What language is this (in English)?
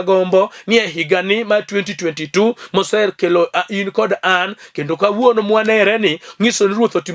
Luo (Kenya and Tanzania)